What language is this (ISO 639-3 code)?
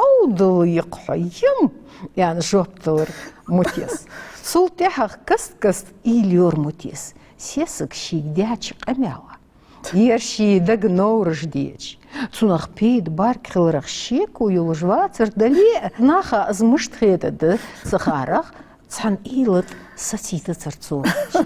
inh